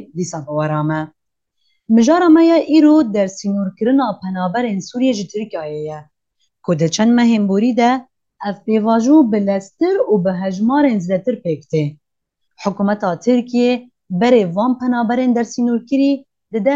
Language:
Kurdish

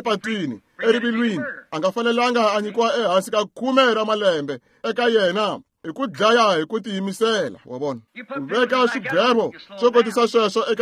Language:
Tsonga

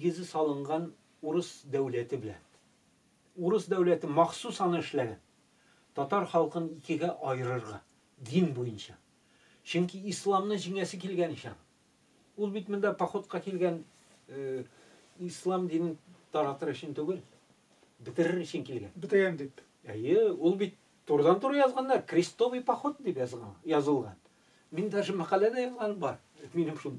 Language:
Tatar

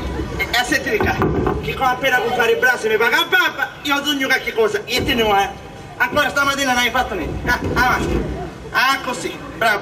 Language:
Sicilian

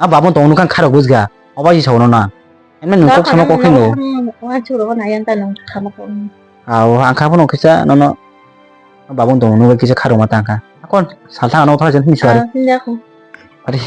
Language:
Kok Borok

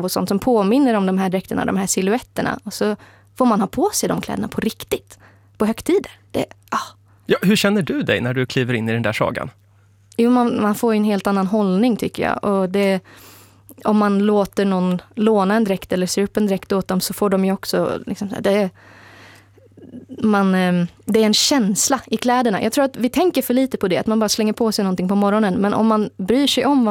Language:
Swedish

